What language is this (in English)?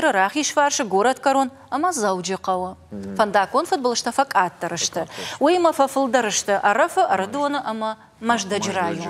Ossetic